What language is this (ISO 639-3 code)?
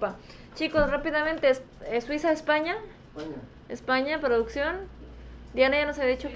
spa